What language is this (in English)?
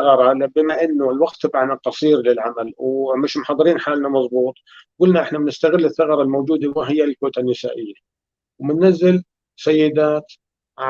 North Levantine Arabic